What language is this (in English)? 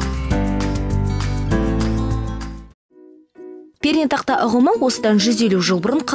Kazakh